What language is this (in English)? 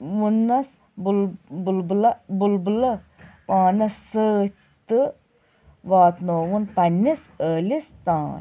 Kashmiri